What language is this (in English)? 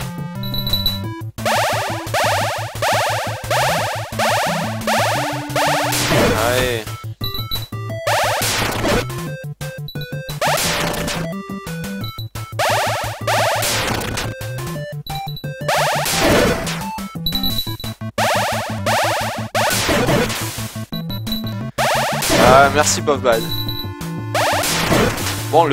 French